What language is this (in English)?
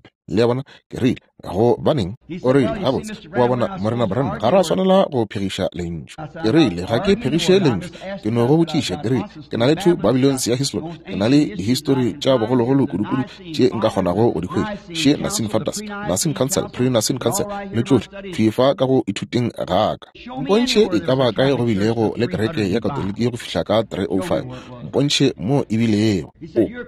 Northern Sotho